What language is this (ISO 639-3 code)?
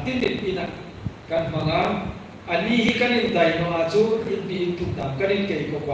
hmr